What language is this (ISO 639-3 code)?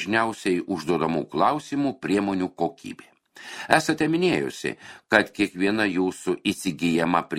lit